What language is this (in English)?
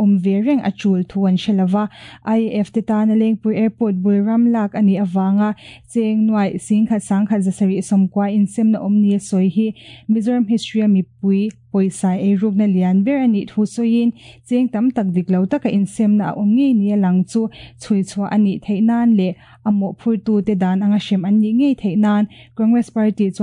Mizo